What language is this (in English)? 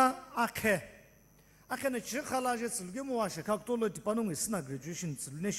Sumi Naga